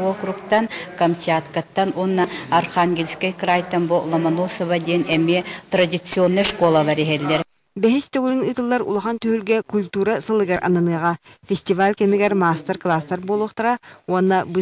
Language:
Yakut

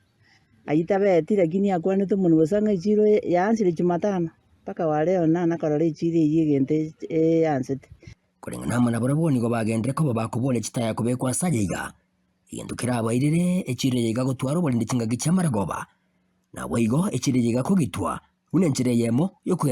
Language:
Gusii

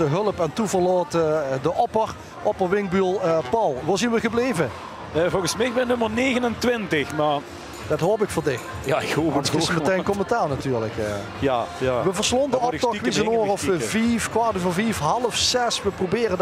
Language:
Limburgish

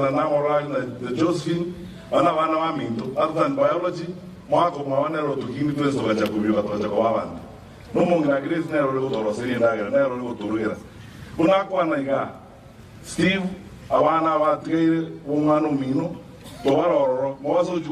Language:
Gusii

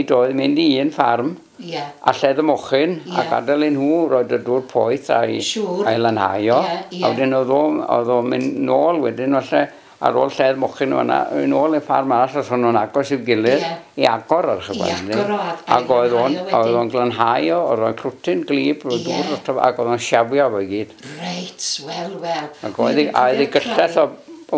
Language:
Welsh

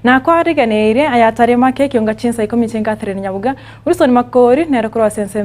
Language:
Gusii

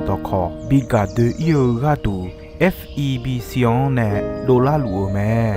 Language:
Akha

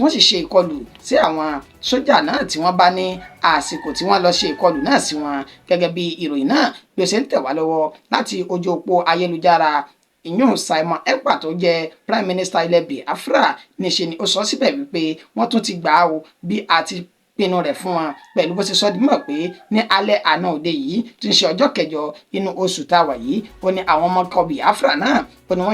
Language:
Yoruba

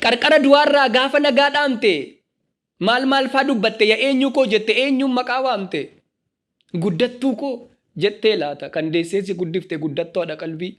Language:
Oromo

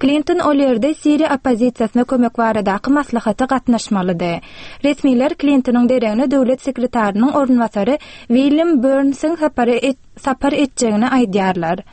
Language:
Turkmen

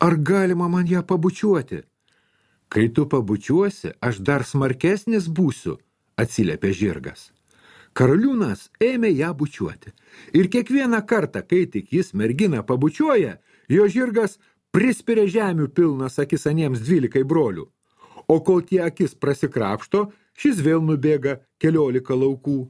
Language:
Lithuanian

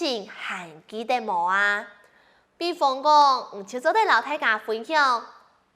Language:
Hakka Chinese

